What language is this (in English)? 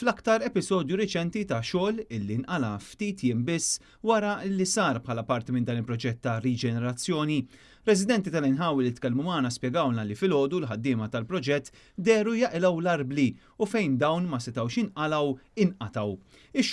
Maltese